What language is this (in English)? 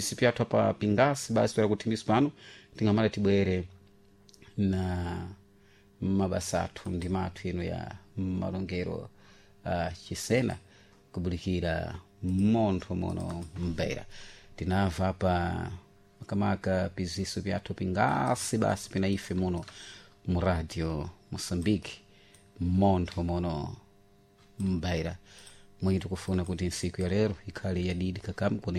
Sena